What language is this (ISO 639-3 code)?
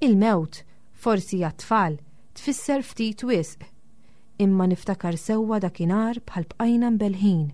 mlt